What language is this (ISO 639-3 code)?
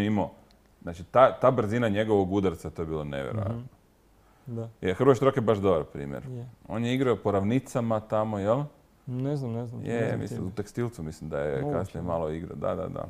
hrv